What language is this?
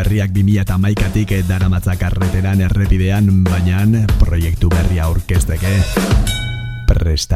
Basque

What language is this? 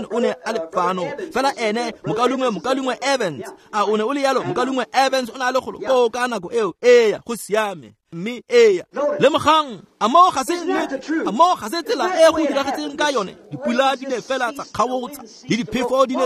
Tswana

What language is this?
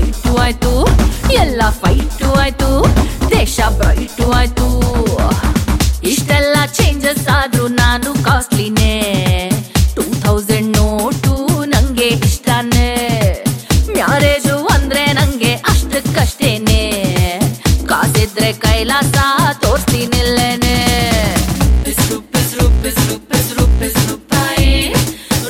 Kannada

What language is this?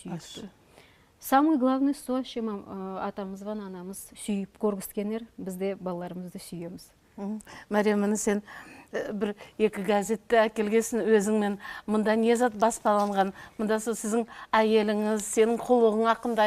Nogai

